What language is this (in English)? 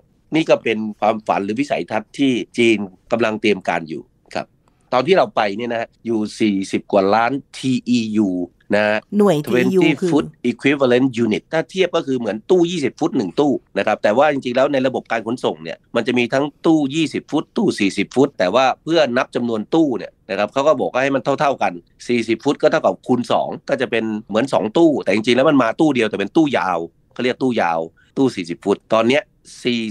Thai